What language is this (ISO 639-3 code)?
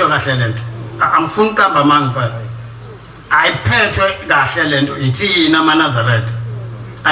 zul